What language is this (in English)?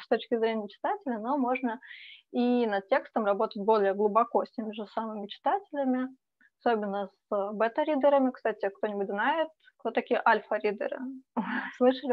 Russian